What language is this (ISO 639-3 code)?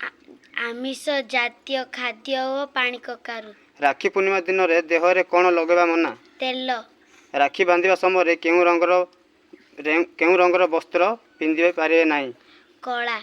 ori